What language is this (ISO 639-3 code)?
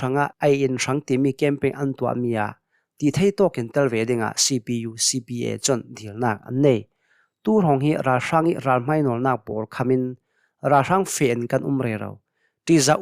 cnh